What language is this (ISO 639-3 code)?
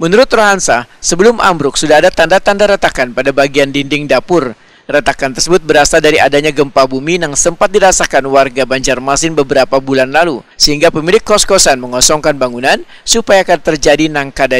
bjn